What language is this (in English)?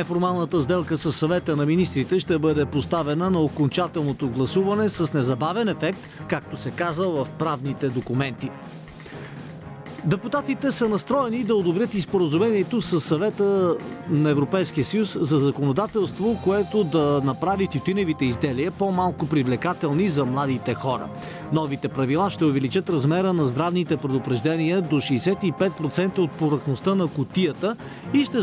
Bulgarian